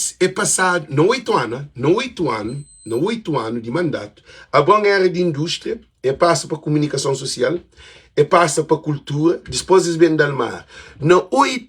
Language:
Kabuverdianu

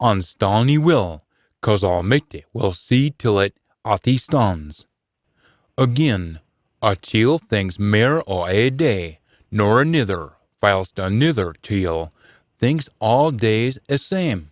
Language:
Scots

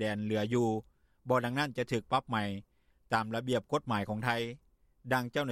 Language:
Lao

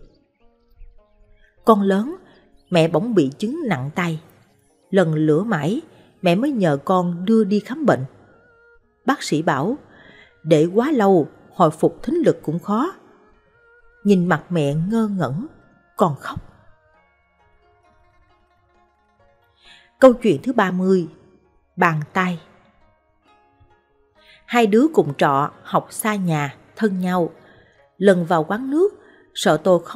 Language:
Vietnamese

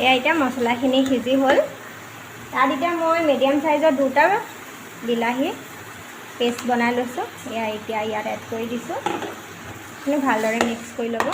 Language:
Assamese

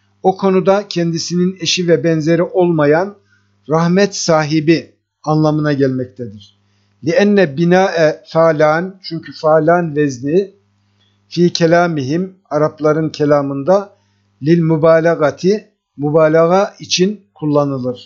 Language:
Turkish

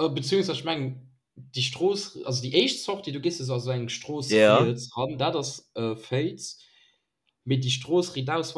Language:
Luxembourgish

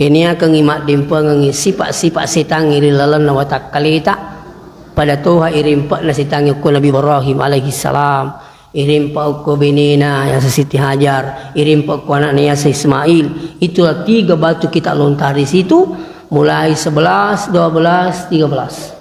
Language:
Buginese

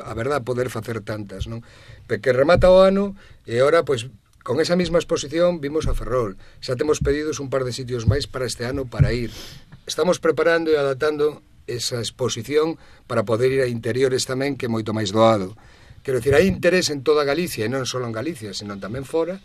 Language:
Galician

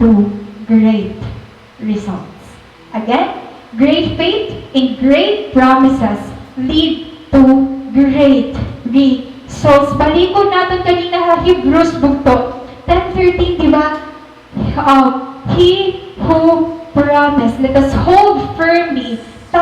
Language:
Waray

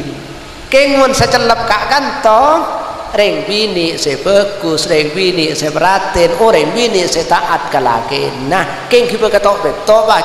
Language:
Madurese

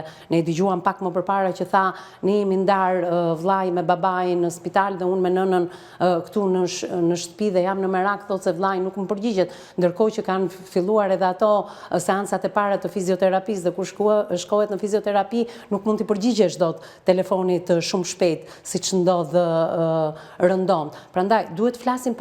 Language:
Albanian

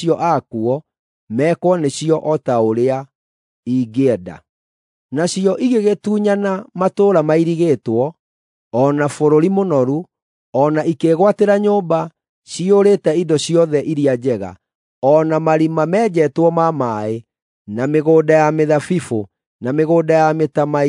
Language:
Kikuyu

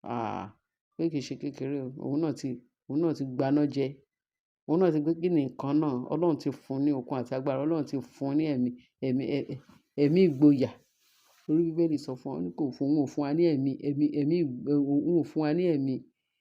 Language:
Yoruba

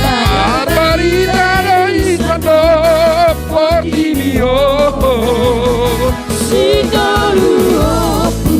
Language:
Batak Toba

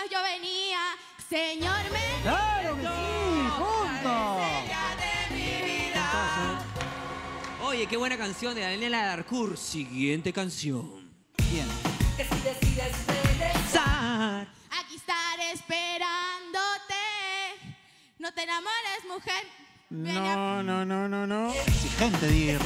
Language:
Spanish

